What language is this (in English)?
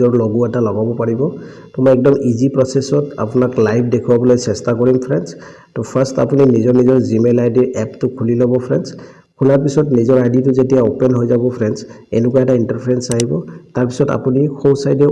Assamese